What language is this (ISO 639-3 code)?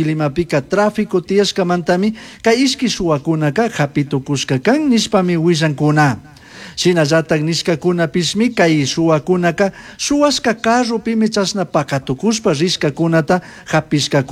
qug